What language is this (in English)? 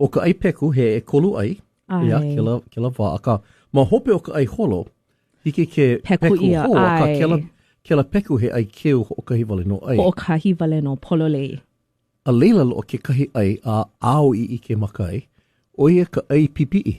Hawaiian